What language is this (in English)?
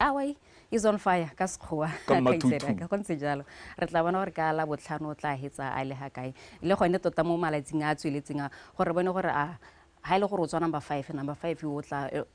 Tswana